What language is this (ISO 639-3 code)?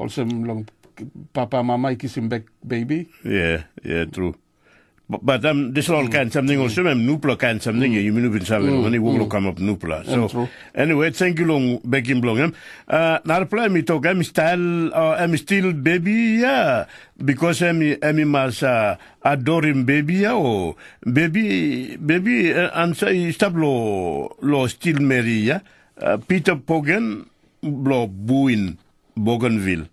tpi